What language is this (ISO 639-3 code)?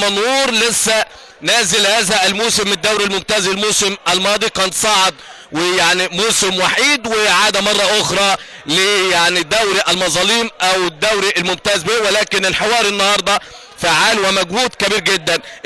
arz